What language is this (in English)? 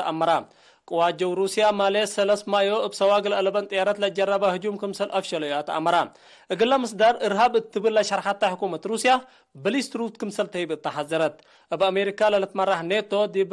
Tigre